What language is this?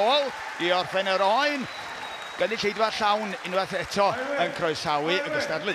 Welsh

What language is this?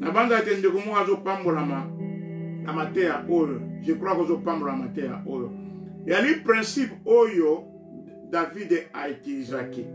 Lingala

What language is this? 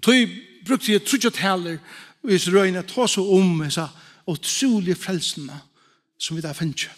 Faroese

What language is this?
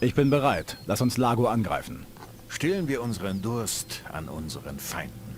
Bavarian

